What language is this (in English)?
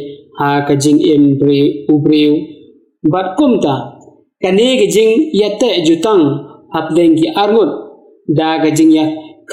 Khasi